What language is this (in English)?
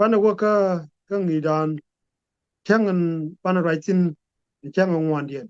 Nuer